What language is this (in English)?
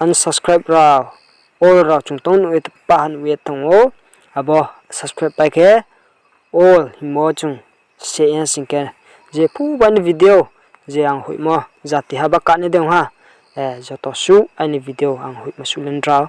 Riang (India)